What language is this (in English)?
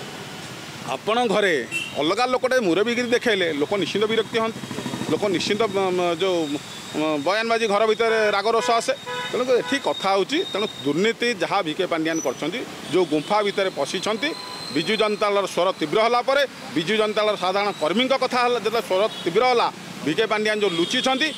Odia